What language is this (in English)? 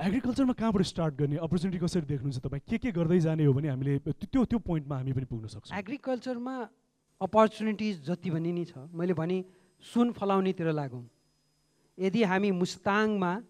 Nepali